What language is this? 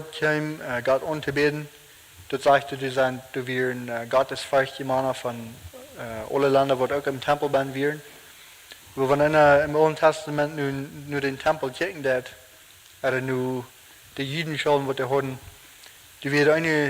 Plautdietsch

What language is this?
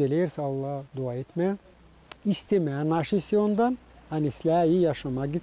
Gagauz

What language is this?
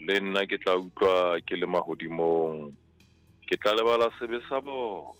Southern Sotho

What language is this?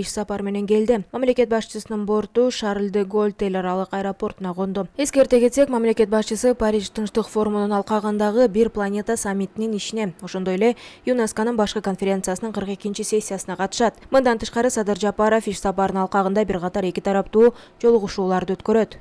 Kyrgyz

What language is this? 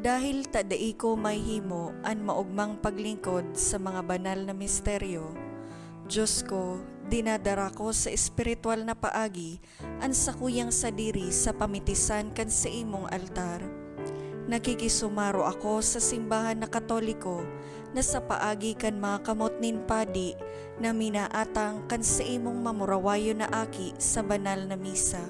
Bikol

